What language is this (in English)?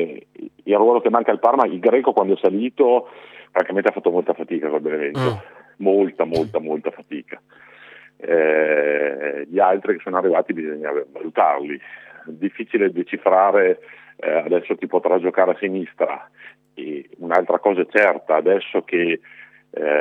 Italian